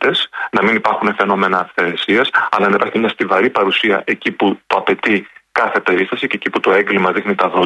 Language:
Greek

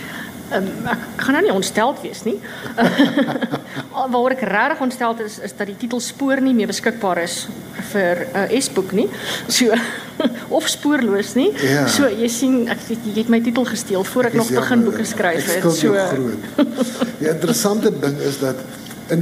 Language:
Afrikaans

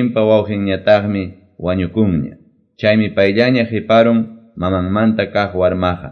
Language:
Quechua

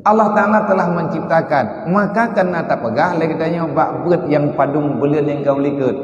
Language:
Achinese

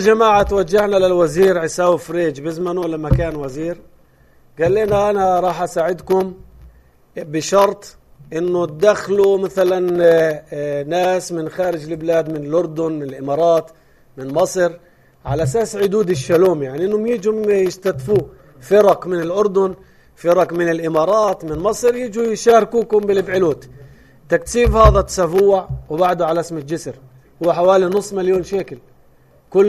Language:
North Levantine Arabic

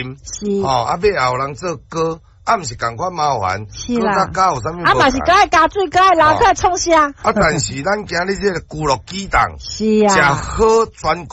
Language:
Min Nan Chinese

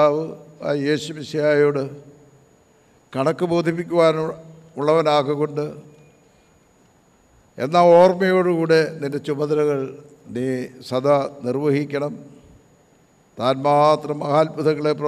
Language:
Malayalam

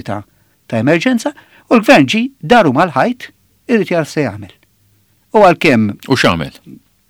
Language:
Maltese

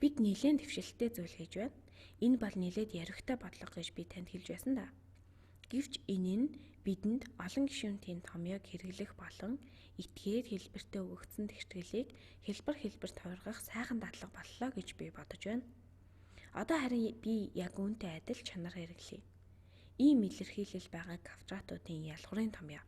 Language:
Mongolian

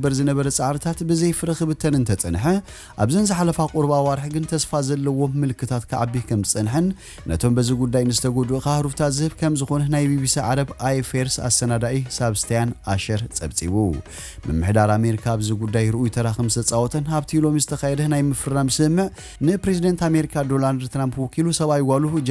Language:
Tigrinya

